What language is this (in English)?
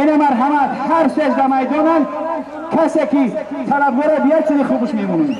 Tajik